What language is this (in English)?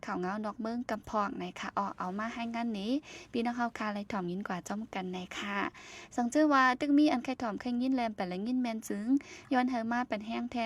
Shan